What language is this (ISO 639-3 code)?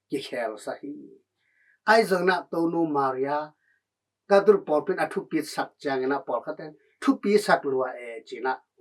ctd